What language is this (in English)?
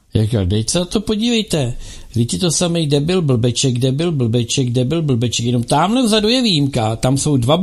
Czech